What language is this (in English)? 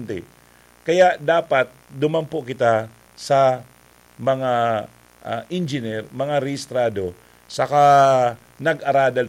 Bikol